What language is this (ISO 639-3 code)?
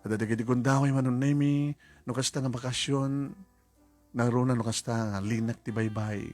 ilo